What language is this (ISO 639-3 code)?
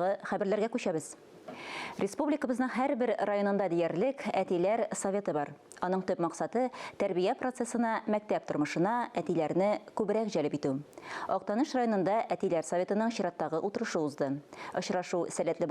tat